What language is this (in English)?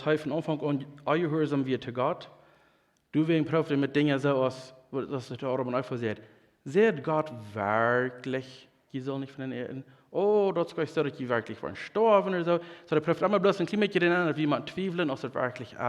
Plautdietsch